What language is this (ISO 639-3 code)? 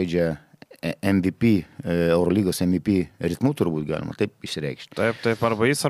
lit